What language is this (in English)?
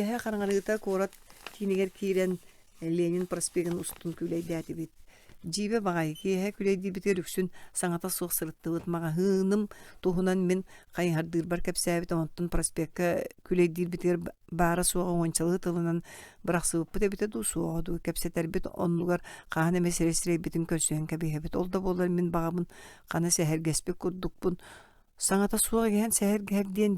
Yakut